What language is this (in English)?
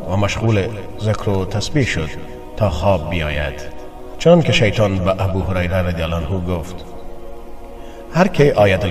Persian